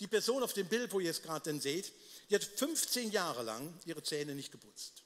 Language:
Swiss German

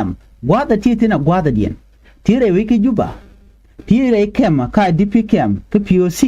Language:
Nuer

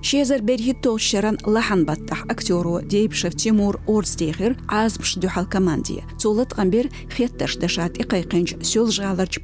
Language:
Chechen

